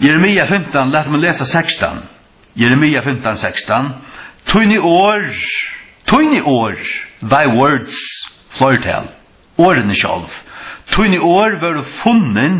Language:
Faroese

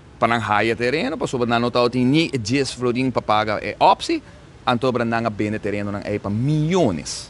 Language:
Papiamento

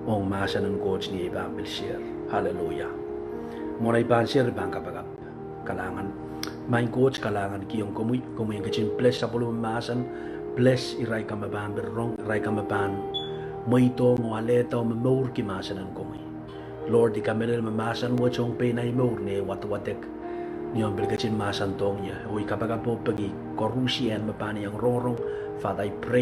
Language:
Pohnpeian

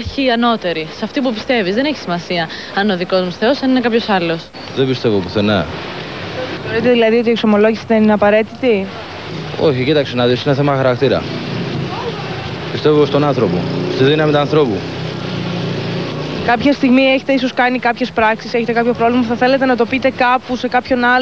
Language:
Greek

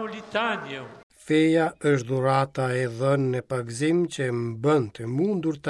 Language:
Albanian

